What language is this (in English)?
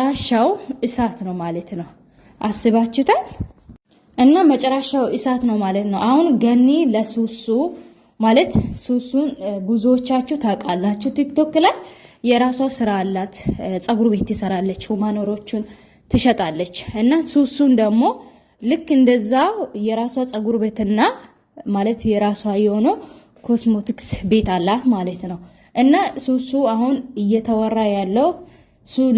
Amharic